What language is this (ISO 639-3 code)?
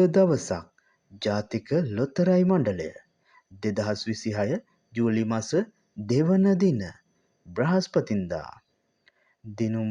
sin